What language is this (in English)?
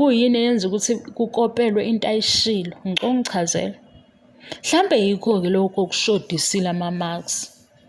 Zulu